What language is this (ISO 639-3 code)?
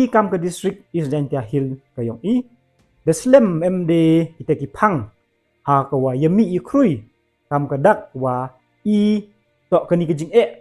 pbv